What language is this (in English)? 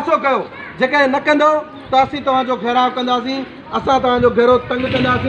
Sindhi